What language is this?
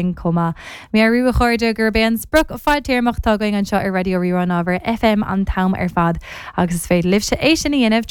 Irish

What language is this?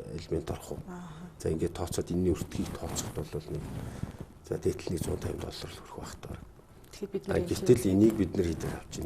Mongolian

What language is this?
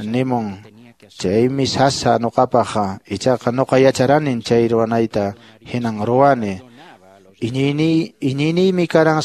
Quechua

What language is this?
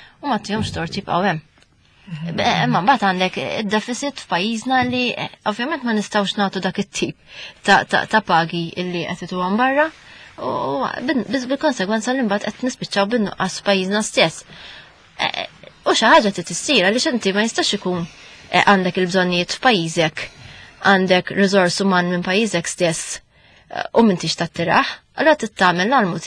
Maltese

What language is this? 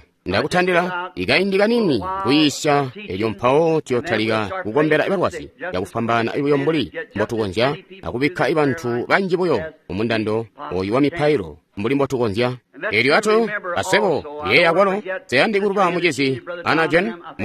Tonga (Zambia)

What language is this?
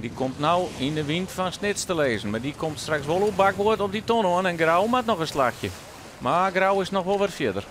Western Frisian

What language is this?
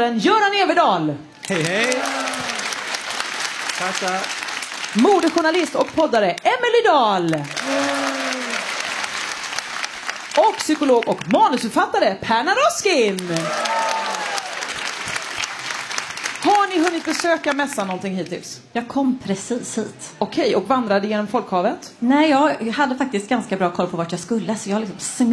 Swedish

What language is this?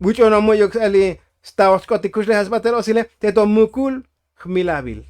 Tzotzil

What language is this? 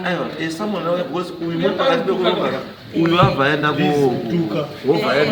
Shona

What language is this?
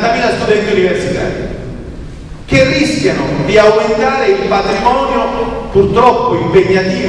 Italian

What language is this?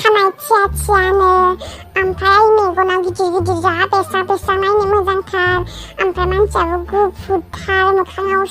Bodo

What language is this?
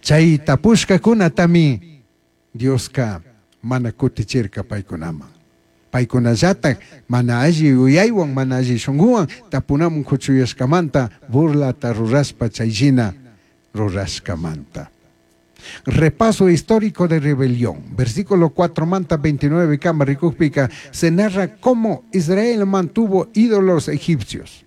Chimborazo Highland Quichua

